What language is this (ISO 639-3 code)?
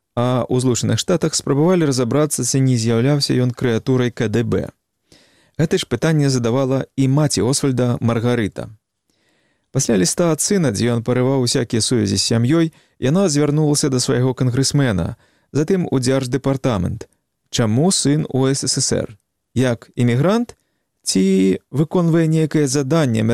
bel